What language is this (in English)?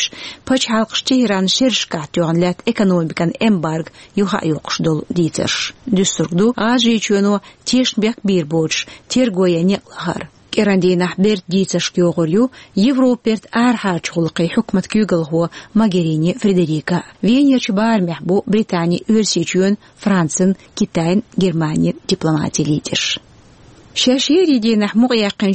Chechen